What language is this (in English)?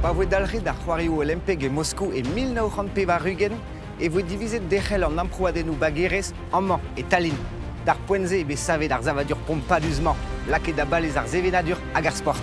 Breton